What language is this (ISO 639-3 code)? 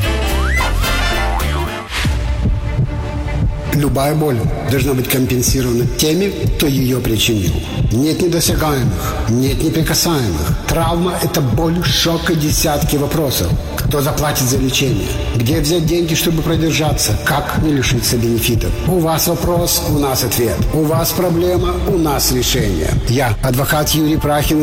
rus